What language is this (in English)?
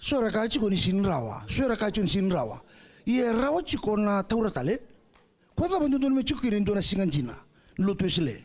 Fijian